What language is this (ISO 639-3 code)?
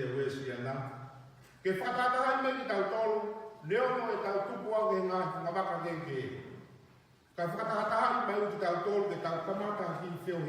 ton